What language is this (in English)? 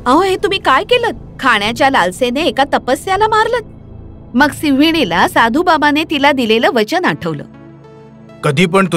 Marathi